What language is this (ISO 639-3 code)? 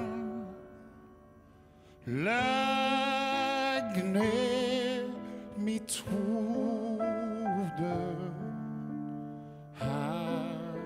nor